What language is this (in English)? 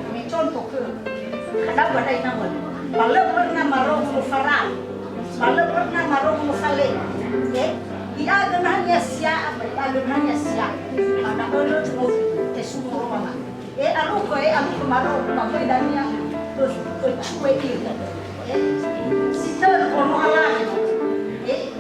Nias